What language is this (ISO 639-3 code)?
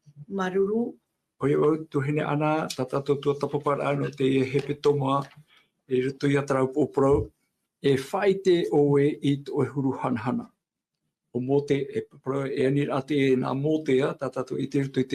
tah